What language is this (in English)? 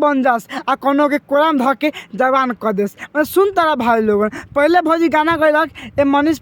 Bhojpuri